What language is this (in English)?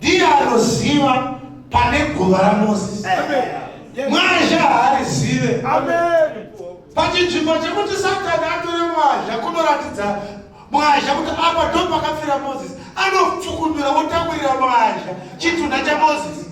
Shona